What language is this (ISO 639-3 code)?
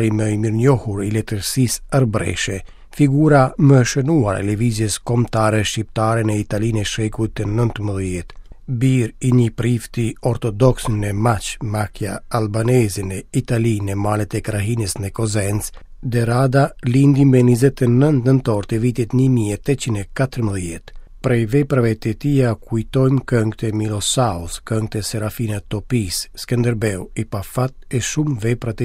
sqi